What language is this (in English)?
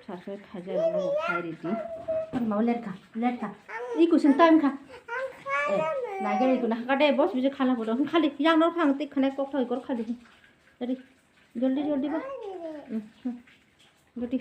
Kok Borok